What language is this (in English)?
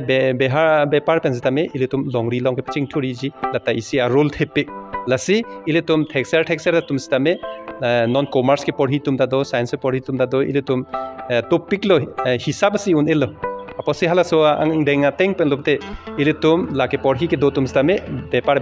Karbi